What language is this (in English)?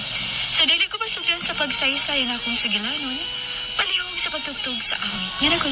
Cebuano